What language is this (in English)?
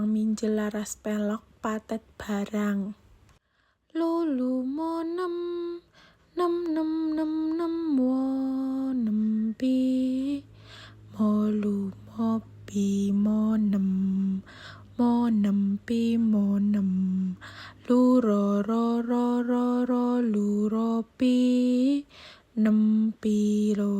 Javanese